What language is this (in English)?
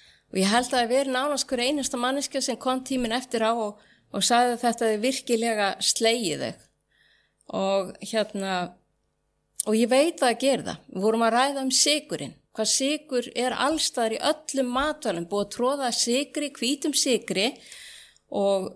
Icelandic